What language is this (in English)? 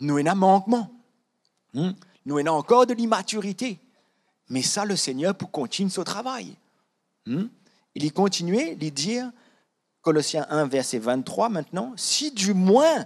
Morisyen